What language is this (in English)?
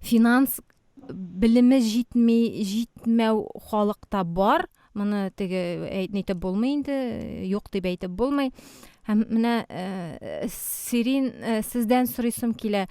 Tatar